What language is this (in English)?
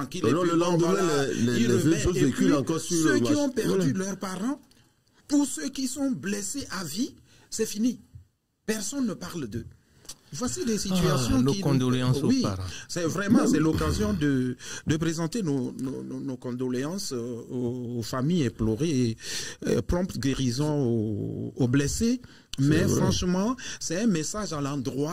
French